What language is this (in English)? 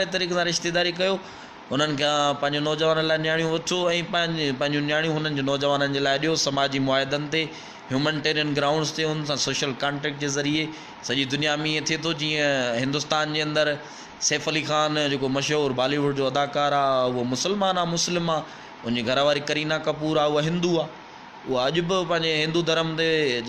Sindhi